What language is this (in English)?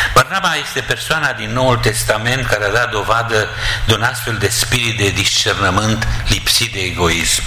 Romanian